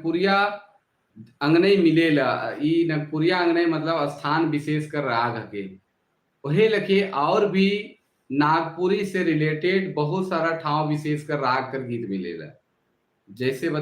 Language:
Sadri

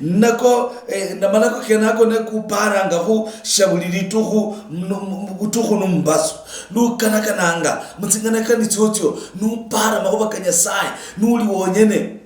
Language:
Luyia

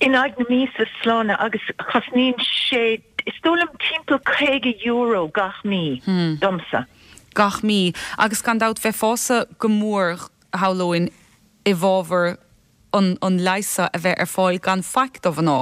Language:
Irish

